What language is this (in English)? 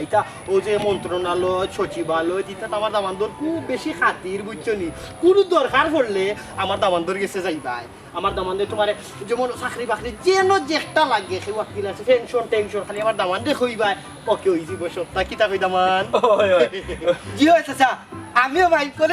Sylheti